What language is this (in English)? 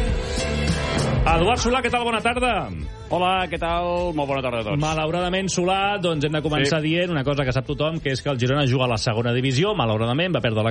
Catalan